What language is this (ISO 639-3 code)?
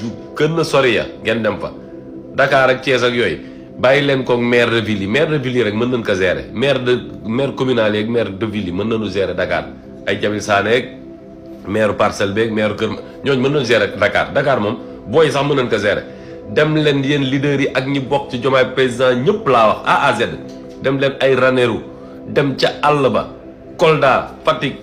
wol